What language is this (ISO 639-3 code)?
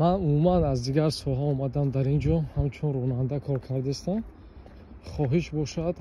tgk